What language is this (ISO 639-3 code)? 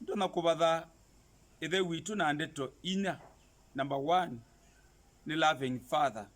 kam